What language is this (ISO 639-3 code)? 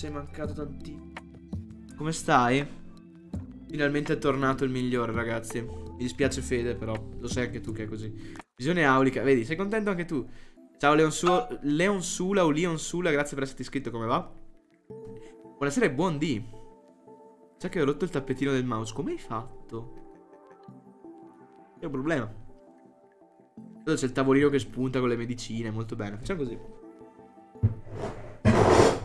ita